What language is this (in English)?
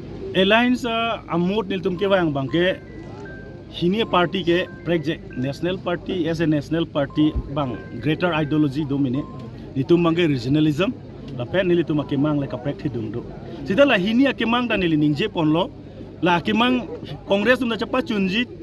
Karbi